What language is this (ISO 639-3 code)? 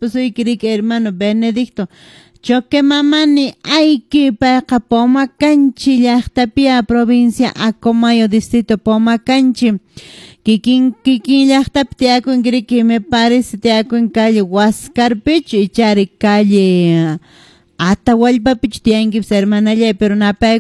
que